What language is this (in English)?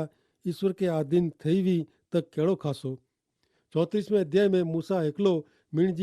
Kachhi